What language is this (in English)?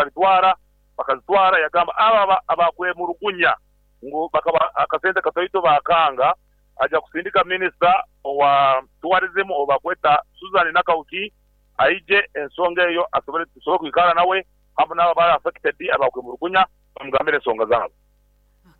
Nyankole